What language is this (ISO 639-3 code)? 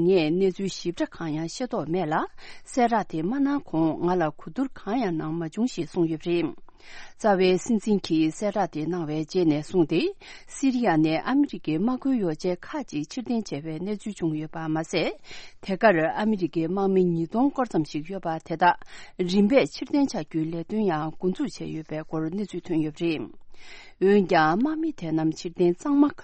bod